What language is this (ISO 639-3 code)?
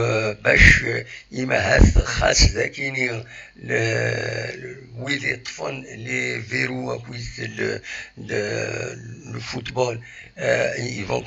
kab